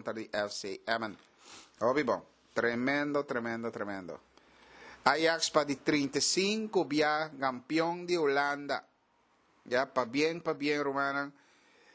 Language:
Papiamento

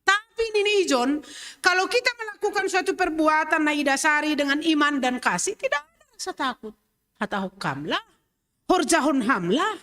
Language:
Batak Simalungun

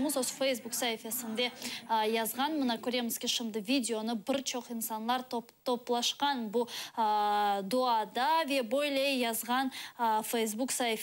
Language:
Crimean Tatar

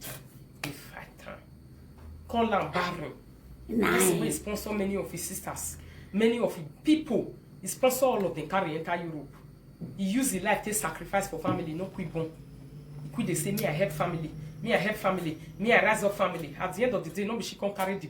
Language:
Nigerian Pidgin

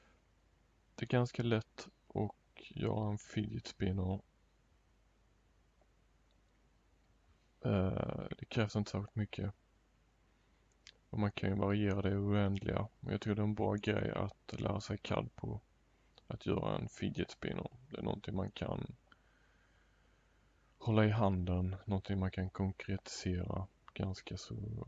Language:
Swedish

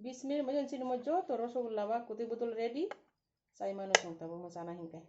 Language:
Kok Borok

